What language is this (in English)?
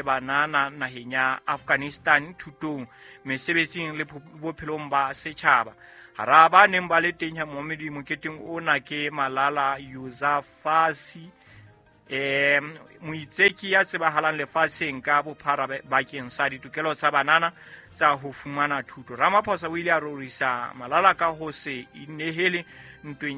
Southern Sotho